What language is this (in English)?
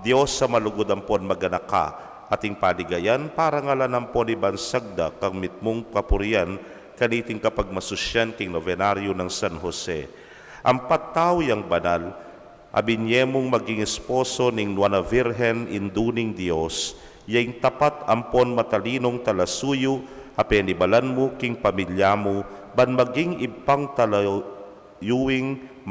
Pampanga